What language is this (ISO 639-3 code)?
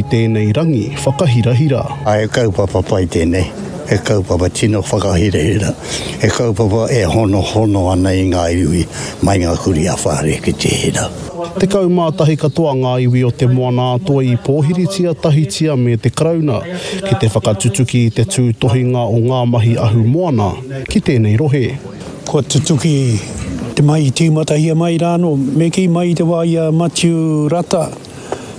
mri